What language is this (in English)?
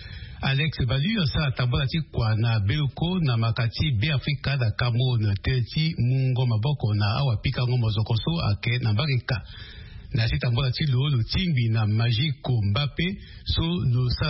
Sango